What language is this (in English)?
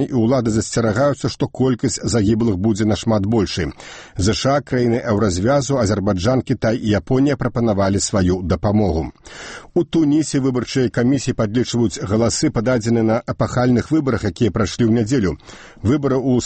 Belarusian